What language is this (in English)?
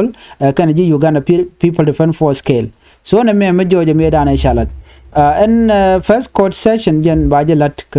Nuer